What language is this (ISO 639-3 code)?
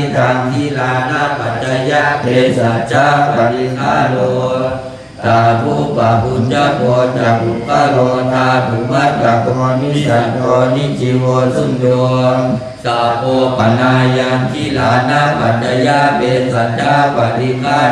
pli